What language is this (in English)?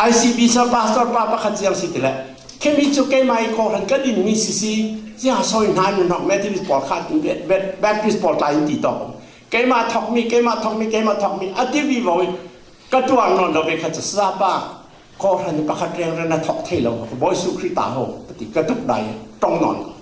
Falam Chin